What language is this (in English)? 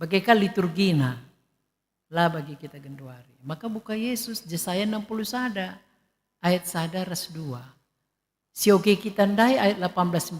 Batak Karo